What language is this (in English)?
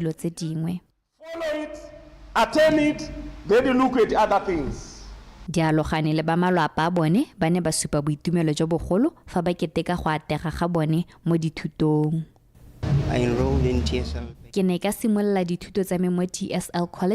Tswana